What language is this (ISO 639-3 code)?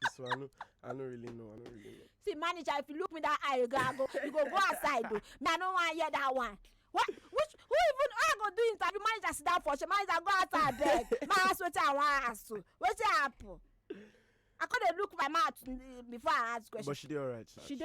pcm